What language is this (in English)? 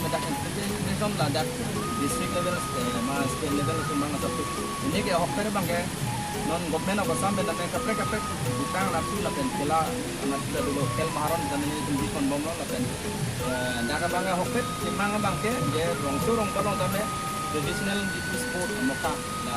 Karbi